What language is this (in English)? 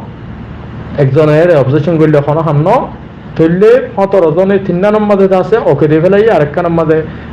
Rohingya